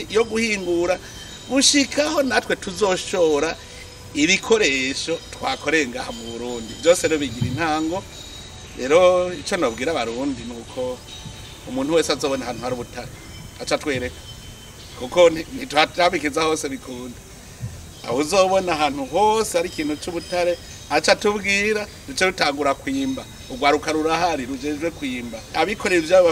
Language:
Rundi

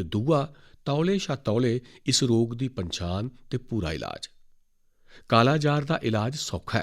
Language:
Dogri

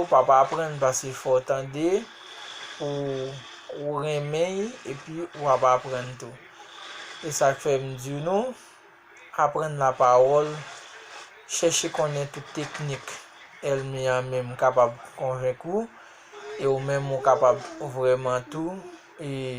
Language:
Haitian Creole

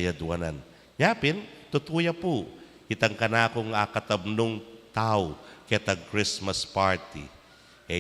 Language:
Pampanga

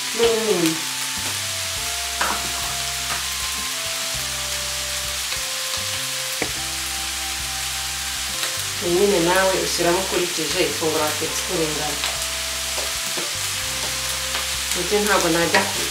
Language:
Kinyarwanda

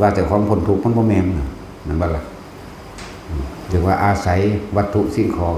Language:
Northeastern Thai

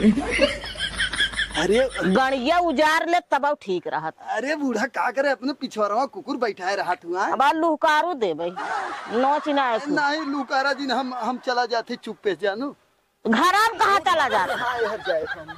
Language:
Awadhi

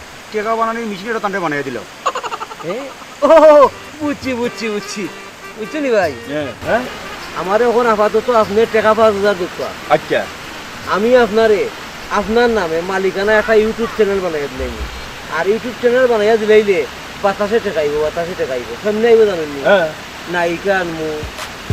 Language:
Sylheti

